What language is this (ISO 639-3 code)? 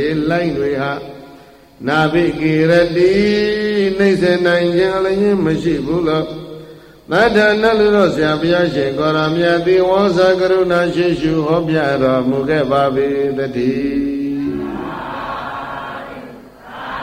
mya